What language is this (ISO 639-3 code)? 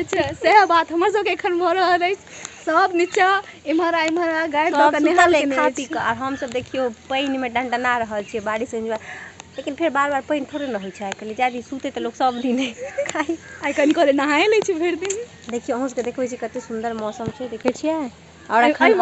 mai